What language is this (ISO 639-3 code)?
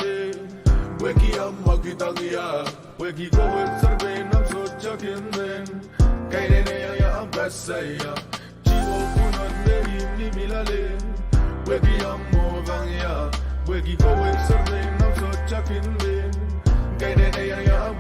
pon